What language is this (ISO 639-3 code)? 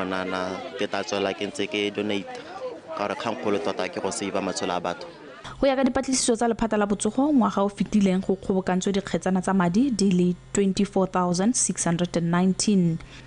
tsn